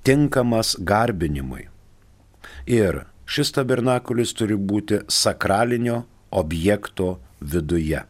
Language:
Lithuanian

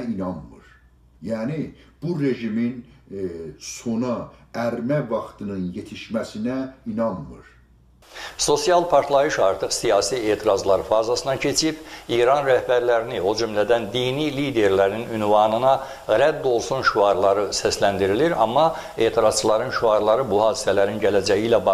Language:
South Azerbaijani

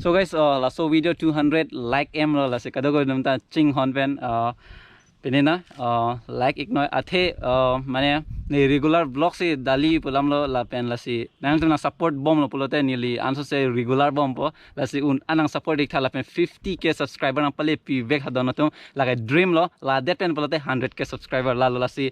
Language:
Karbi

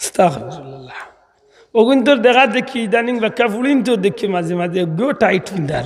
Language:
Sylheti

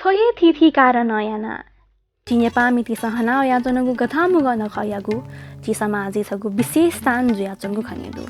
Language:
Newari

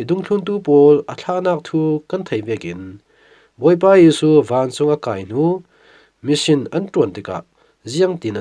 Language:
Falam Chin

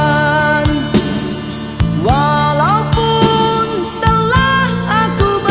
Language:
Malay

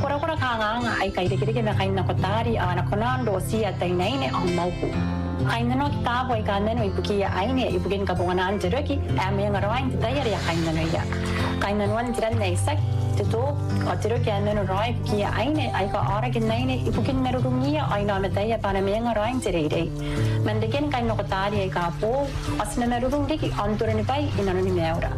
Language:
Gilbertese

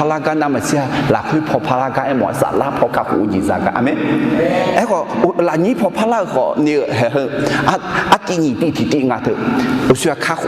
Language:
Akha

